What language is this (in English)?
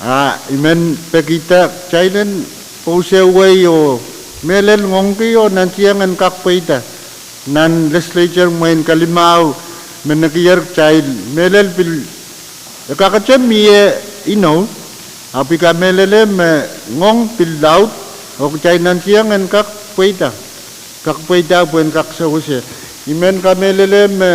Pohnpeian